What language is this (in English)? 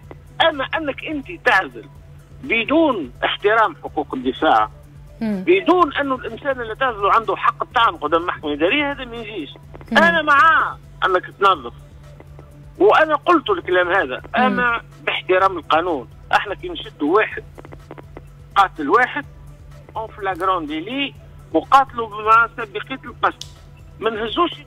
Tunisian Arabic